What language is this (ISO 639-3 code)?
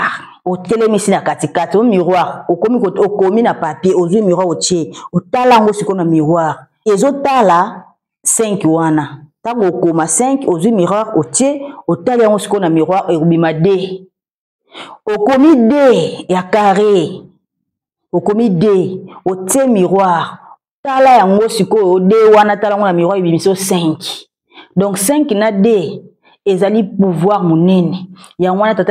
lin